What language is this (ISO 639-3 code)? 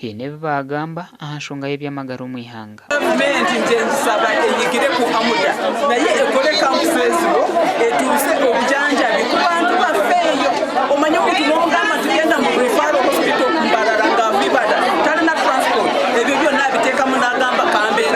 nyn